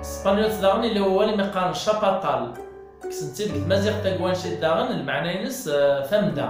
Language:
Kabyle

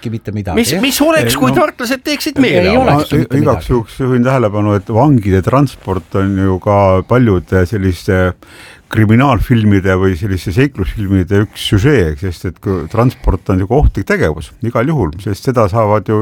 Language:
Estonian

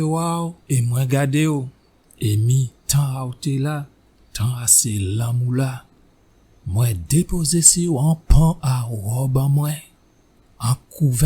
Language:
Guadeloupean Creole French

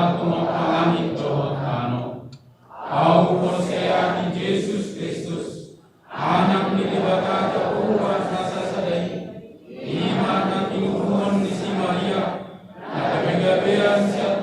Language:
Batak Toba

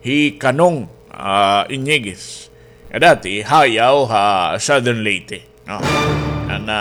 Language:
Waray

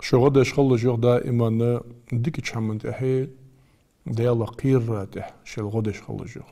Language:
Ingush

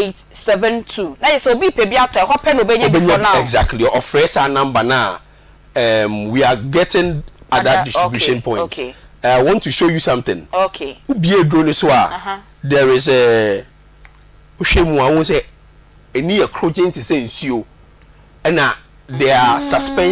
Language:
Akan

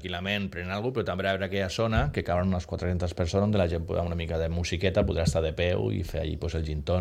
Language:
Catalan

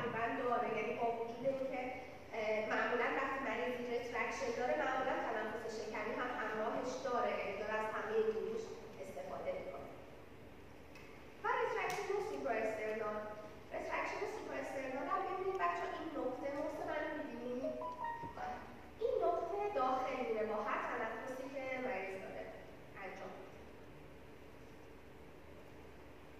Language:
Persian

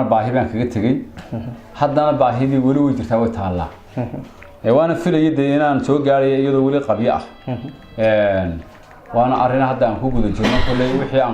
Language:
Somali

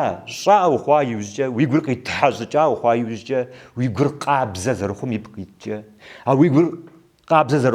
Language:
Kabardian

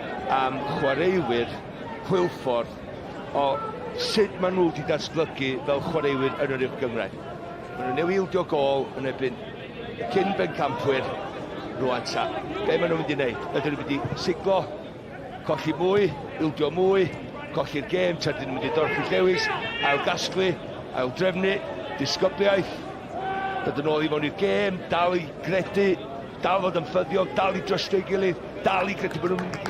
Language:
Welsh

